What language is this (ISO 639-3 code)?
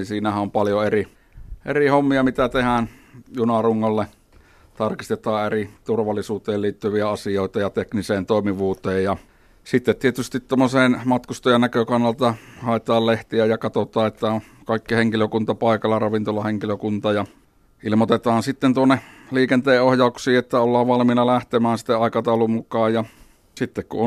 fin